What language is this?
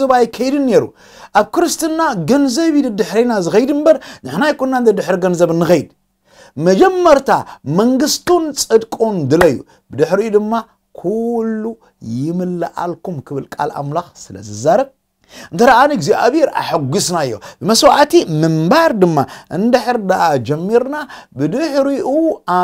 Tigrinya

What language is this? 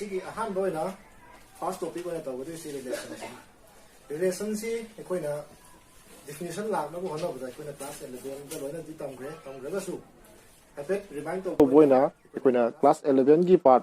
Manipuri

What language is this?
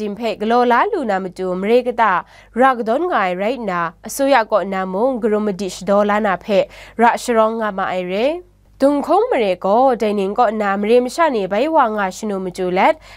Kachin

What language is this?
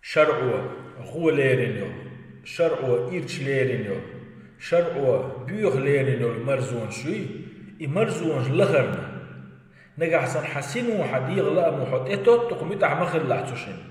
Chechen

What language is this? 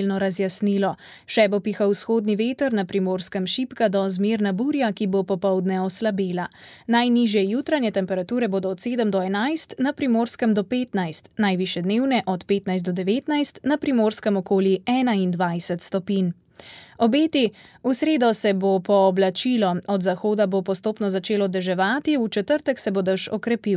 Slovenian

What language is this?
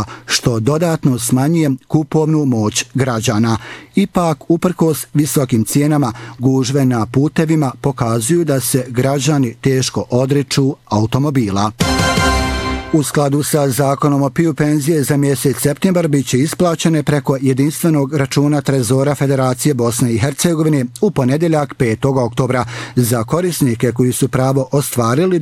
Bosnian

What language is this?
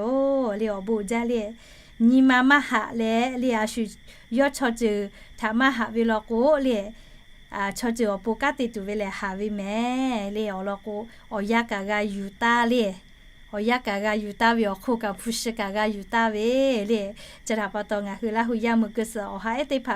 Lahu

